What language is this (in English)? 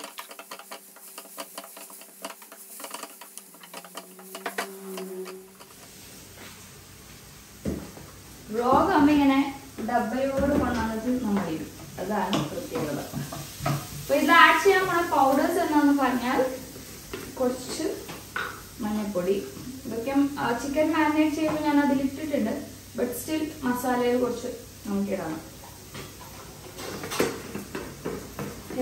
Malayalam